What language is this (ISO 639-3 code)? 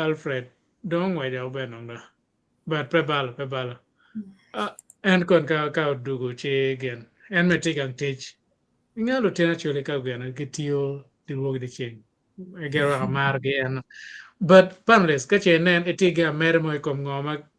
ach